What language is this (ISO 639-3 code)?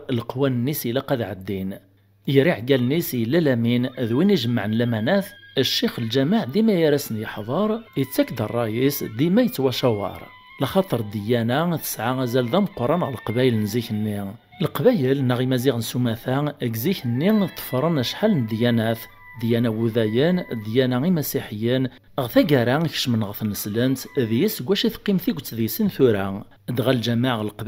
kab